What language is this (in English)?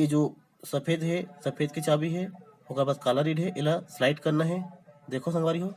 Chhattisgarhi